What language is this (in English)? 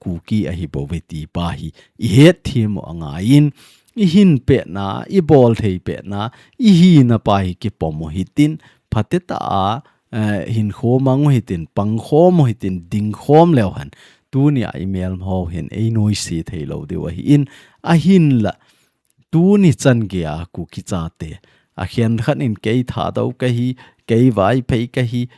Thado Chin